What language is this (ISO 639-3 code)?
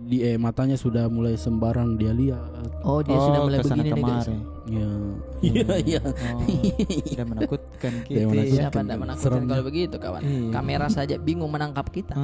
mfp